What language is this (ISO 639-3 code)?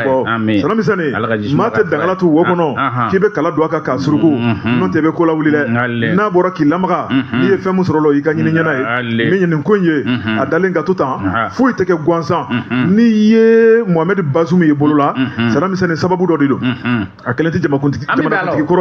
bam